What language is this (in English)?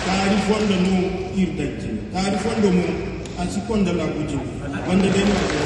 Zarma